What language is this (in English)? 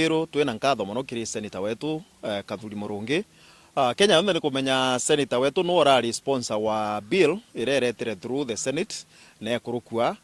Meru